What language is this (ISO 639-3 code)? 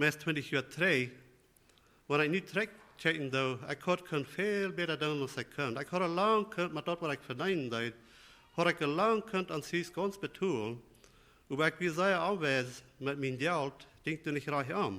pdt